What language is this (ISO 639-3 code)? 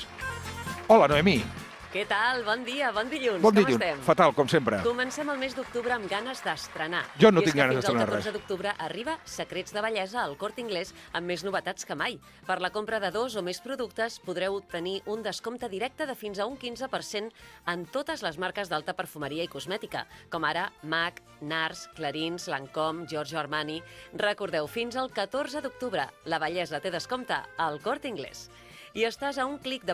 cat